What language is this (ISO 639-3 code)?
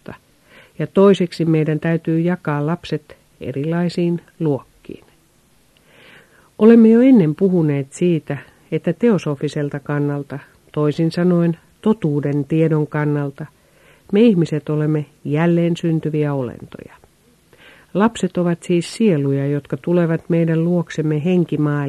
fin